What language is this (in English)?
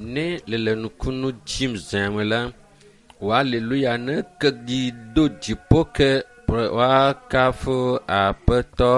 Ewe